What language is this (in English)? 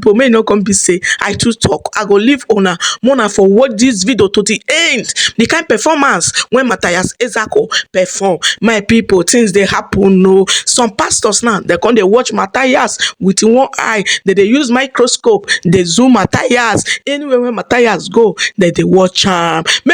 Nigerian Pidgin